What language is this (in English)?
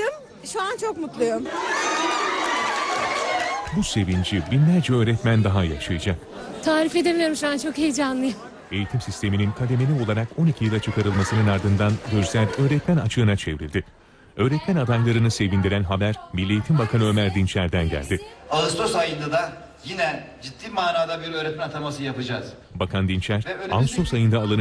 Turkish